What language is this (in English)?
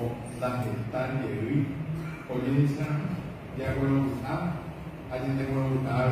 Guarani